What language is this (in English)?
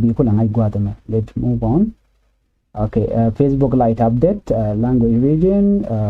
Nuer